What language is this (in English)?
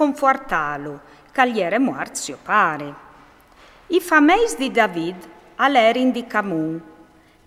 Friulian